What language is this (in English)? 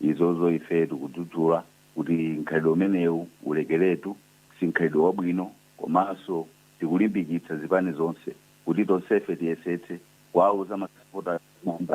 Nyanja